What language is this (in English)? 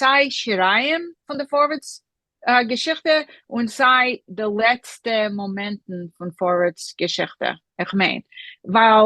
Yiddish